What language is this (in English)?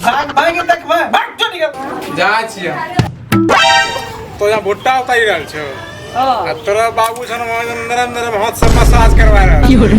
Maithili